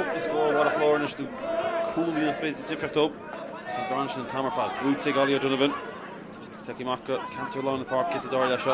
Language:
Irish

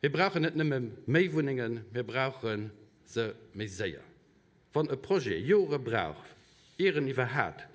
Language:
Luxembourgish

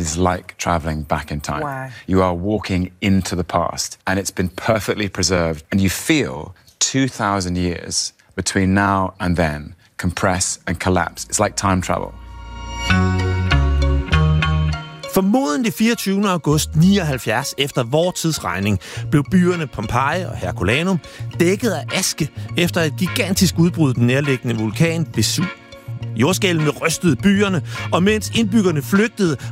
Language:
Danish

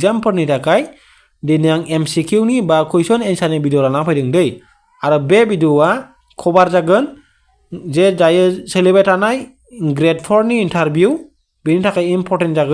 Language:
Bodo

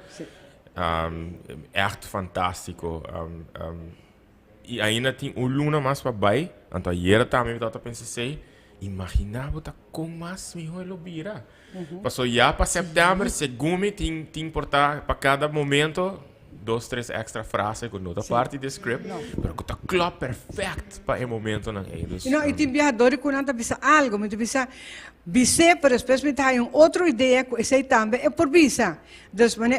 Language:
Papiamento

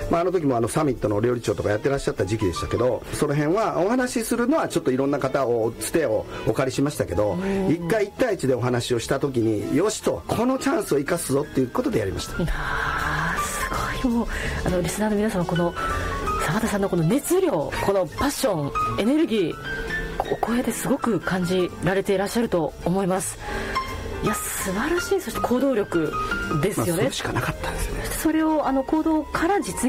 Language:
Japanese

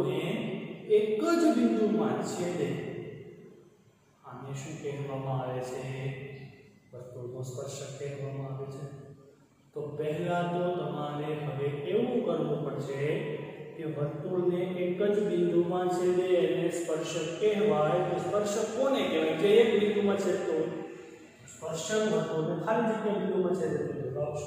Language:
Gujarati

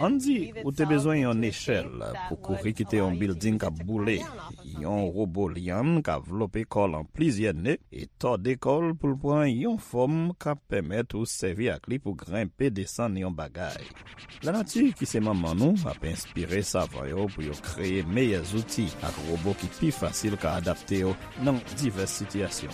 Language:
Haitian Creole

